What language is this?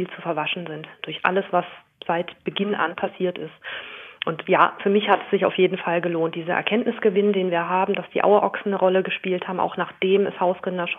German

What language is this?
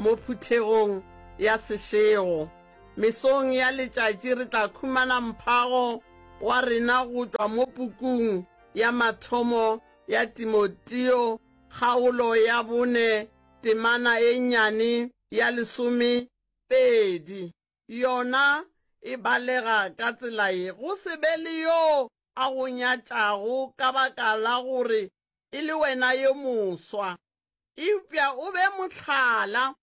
Northern Sotho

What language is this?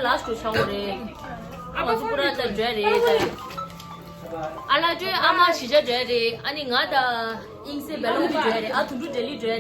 Tibetan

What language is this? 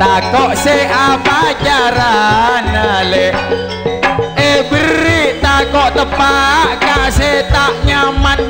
Madurese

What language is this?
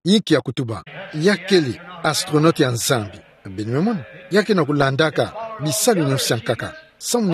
Kituba (Democratic Republic of Congo)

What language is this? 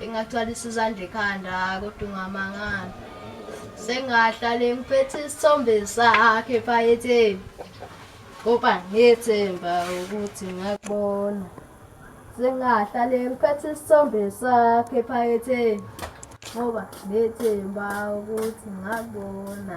Zulu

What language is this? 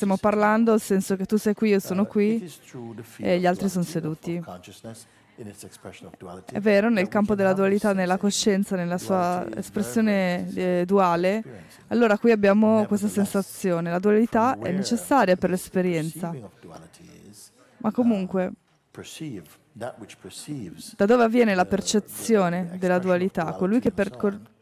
Italian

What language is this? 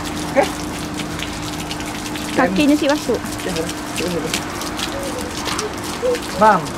Malay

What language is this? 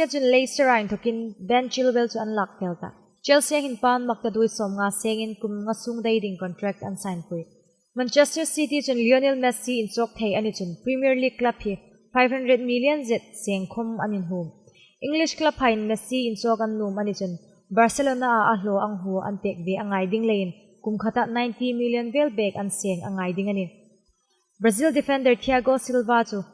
Hmar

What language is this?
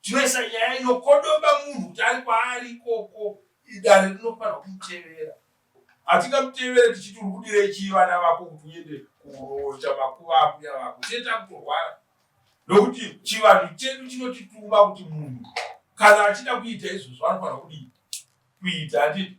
Shona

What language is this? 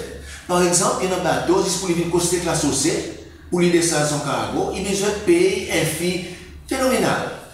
Seselwa Creole French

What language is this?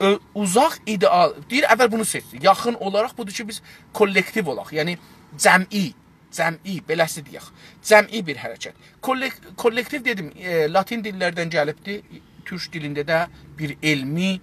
South Azerbaijani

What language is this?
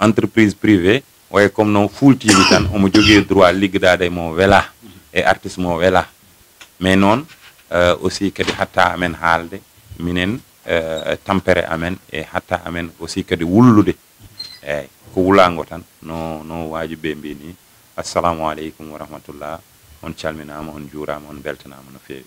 Fula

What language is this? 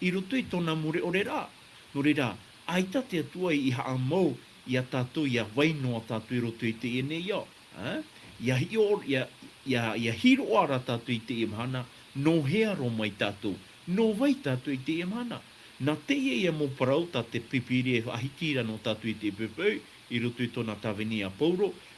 Tahitian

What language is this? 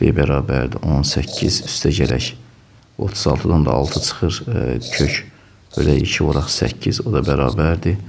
Azerbaijani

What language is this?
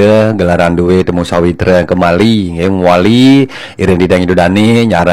Balinese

